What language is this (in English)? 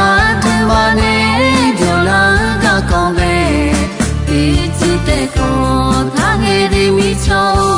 Akha